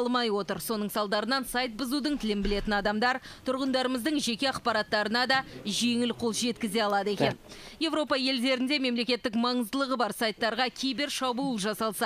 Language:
Kazakh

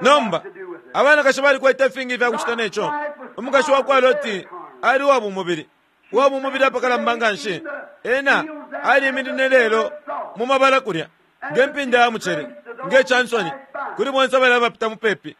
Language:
Bemba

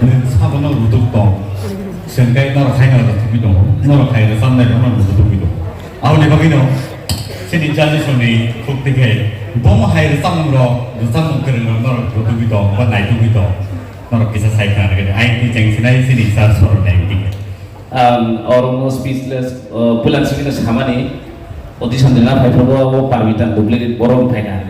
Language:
Kok Borok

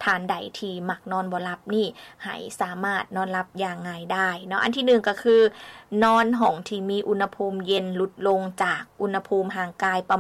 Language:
Lao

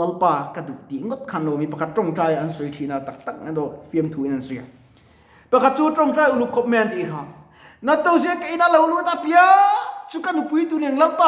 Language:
Mizo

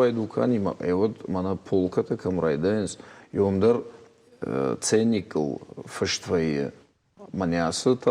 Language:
Ossetic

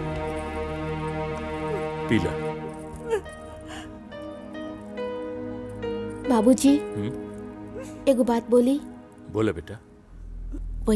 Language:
Bhojpuri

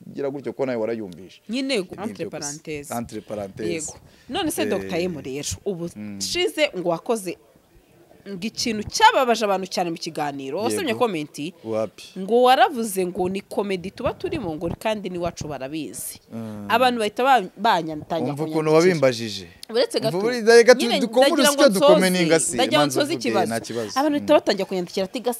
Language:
Kinyarwanda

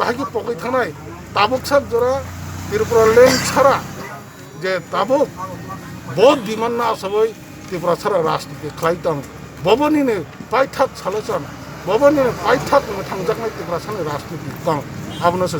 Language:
Kok Borok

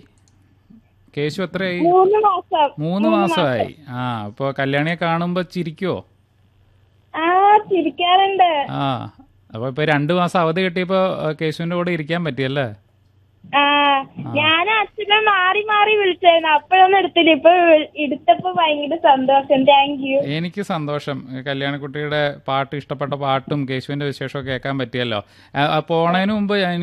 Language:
Malayalam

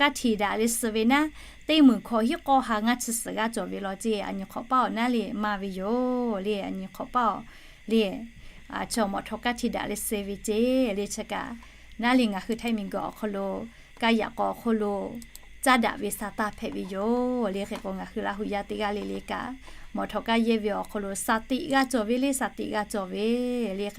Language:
Lahu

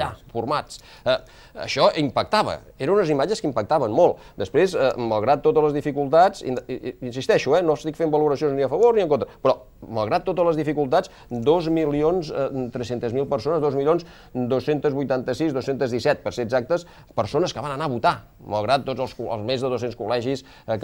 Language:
Catalan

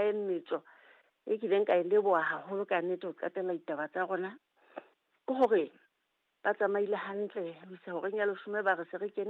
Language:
Southern Sotho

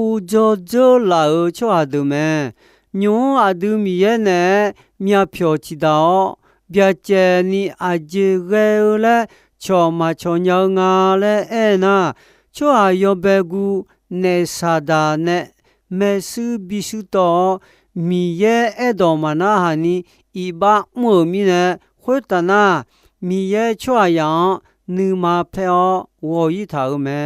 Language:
Akha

